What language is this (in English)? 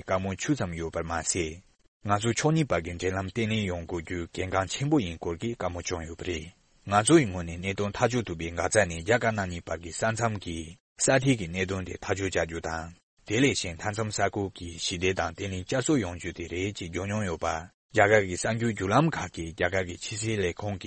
Tibetan